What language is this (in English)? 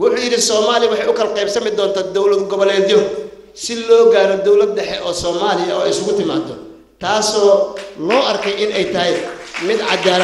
Somali